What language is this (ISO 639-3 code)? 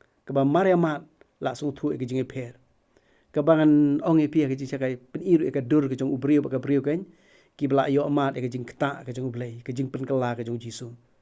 kha